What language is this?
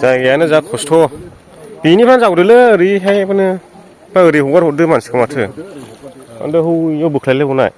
Bodo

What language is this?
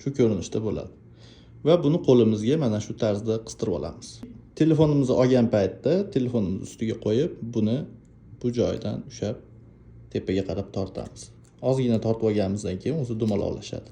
Uzbek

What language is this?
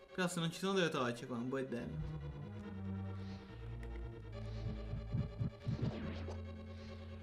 Italian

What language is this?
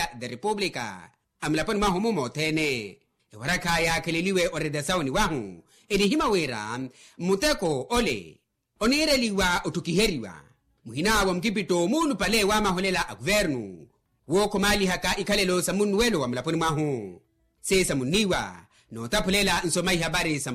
Makhuwa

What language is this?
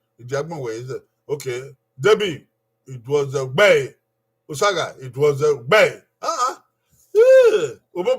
Bini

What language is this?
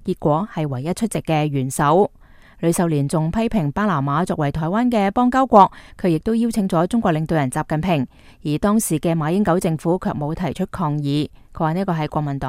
Cantonese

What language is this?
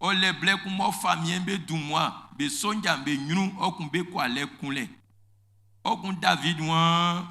Baoulé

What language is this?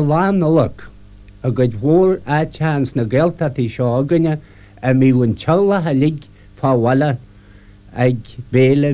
Irish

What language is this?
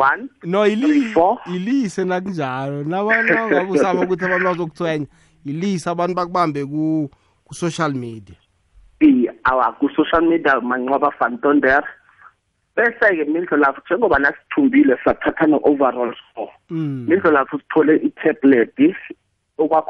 South Ndebele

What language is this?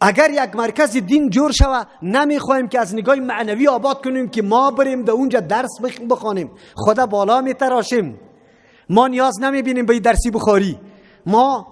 Persian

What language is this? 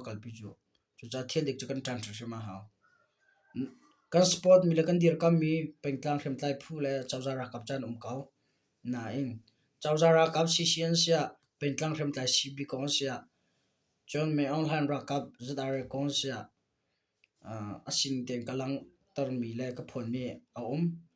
Hakha Chin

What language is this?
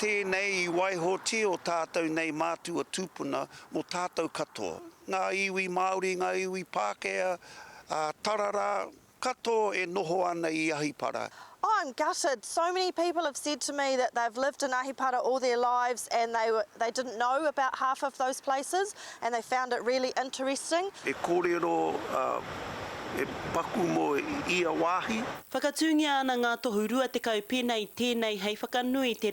Māori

